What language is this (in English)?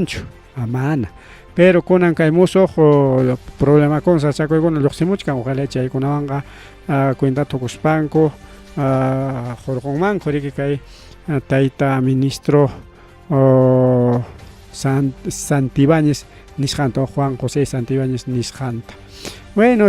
Ayacucho Quechua